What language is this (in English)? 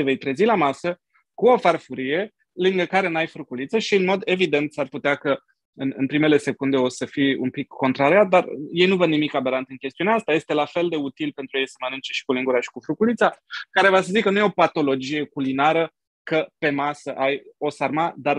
Romanian